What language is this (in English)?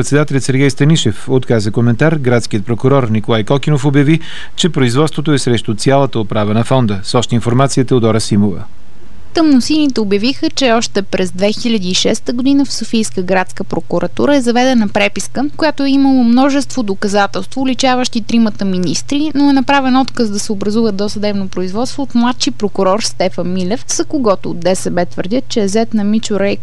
Bulgarian